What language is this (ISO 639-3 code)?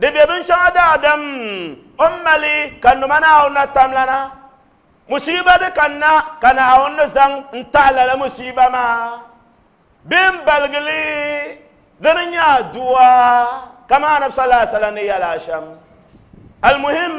dag